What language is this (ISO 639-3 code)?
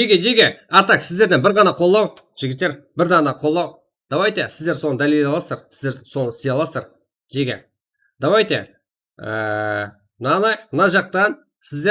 kaa